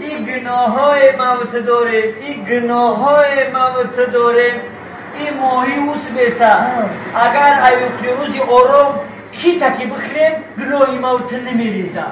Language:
Tajik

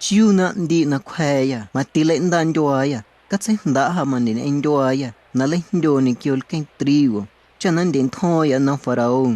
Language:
Guerrero Amuzgo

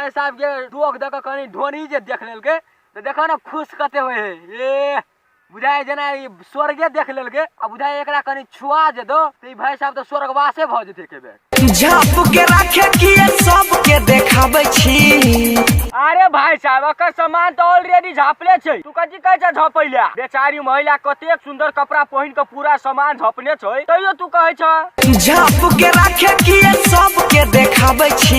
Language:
Maithili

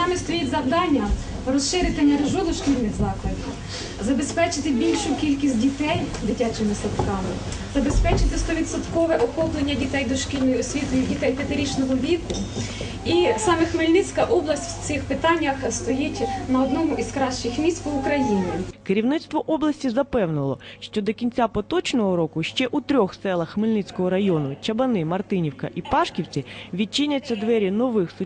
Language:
Ukrainian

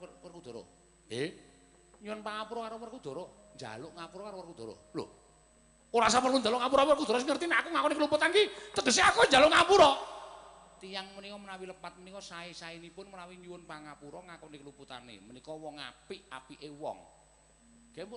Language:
Javanese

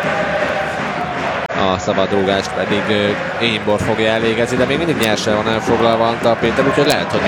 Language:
Hungarian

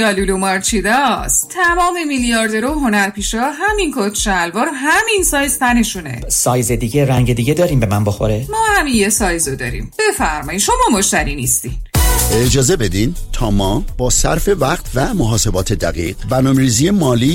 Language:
Persian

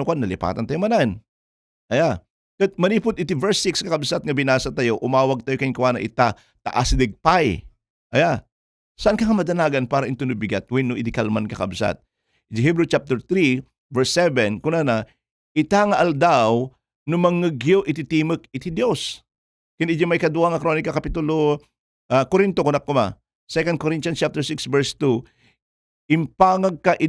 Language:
Iloko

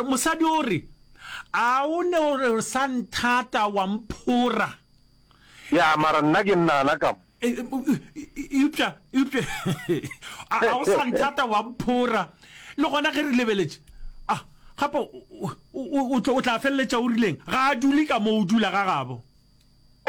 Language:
Northern Sotho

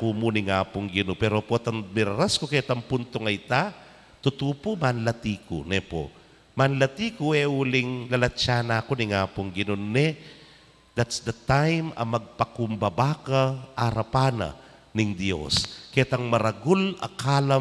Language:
Pampanga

